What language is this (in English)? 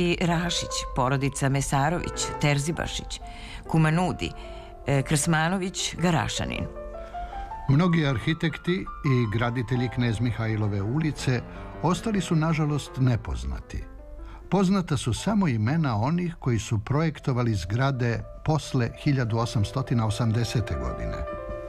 Serbian